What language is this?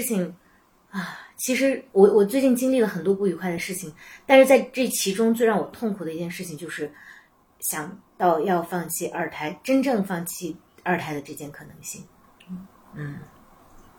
Chinese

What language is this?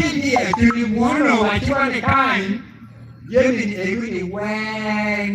Acoli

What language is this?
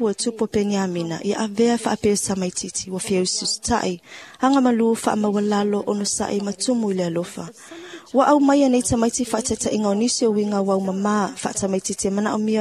Samoan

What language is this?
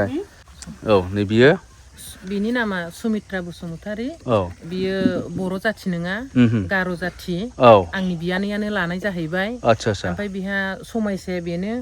Bodo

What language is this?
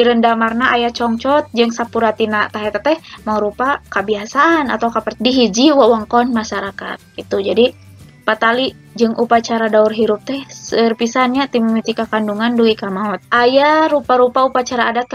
Sundanese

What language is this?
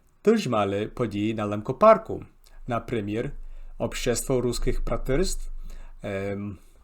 Rusyn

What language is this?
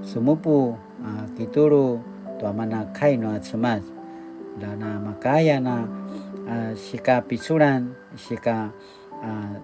Paiwan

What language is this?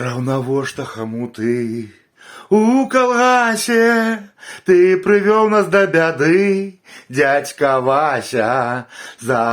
Belarusian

